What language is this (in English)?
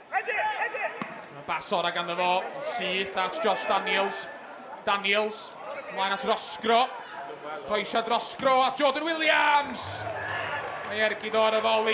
Welsh